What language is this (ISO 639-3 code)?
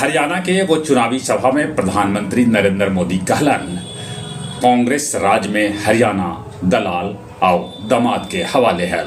mag